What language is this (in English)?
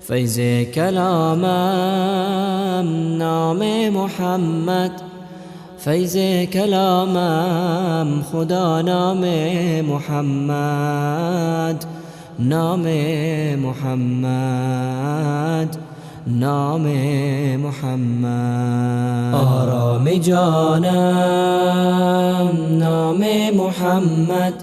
Persian